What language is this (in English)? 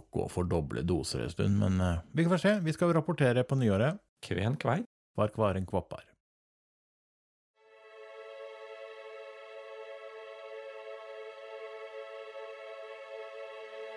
Norwegian